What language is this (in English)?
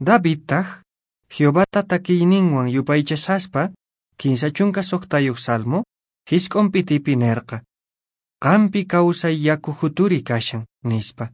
Quechua